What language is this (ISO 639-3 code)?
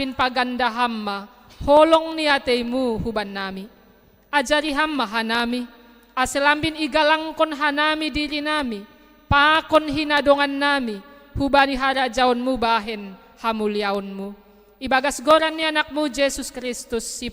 bts